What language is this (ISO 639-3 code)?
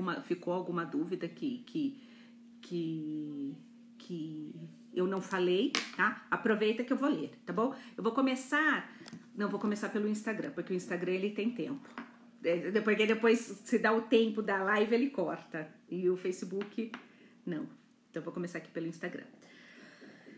por